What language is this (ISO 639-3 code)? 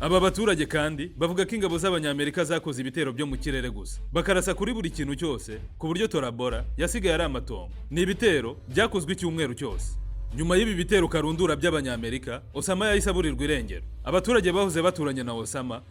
kin